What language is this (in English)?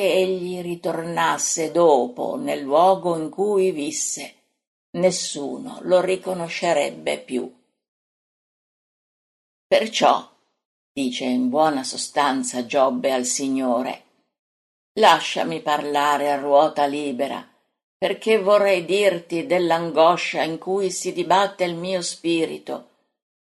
Italian